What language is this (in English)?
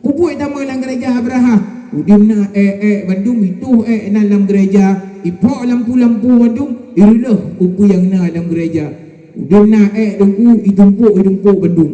Achinese